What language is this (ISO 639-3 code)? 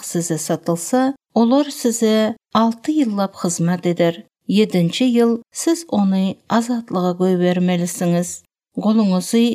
tuk